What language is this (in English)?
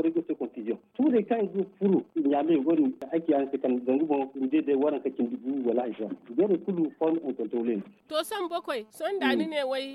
Zarma